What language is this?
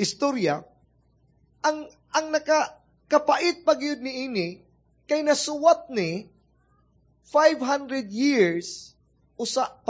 Cebuano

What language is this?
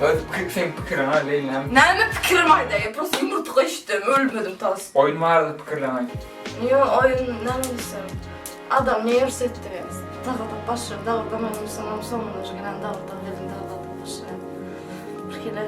Turkmen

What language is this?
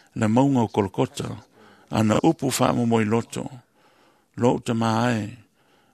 Samoan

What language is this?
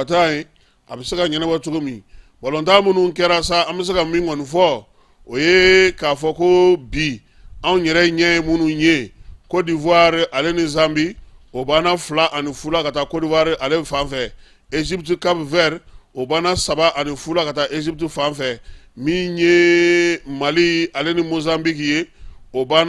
Bambara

